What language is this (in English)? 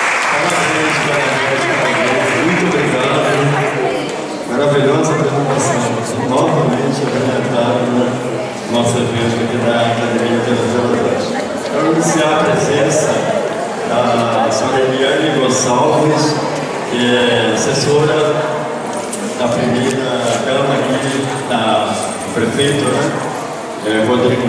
Portuguese